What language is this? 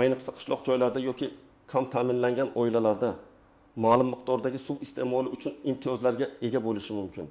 Uzbek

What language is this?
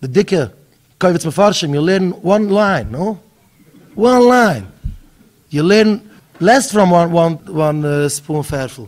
Yiddish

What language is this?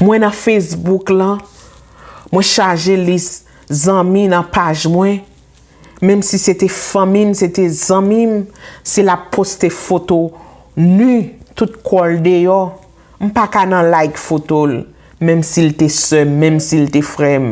Haitian Creole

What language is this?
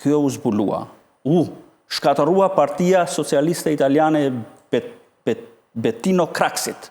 Albanian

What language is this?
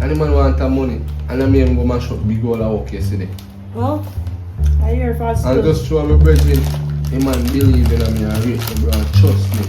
Jamaican Creole English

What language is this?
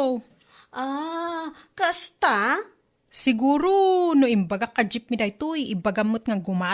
Iloko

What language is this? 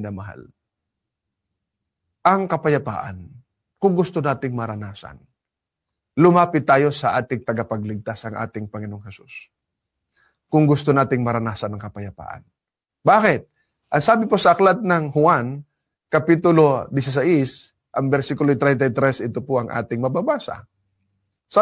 Filipino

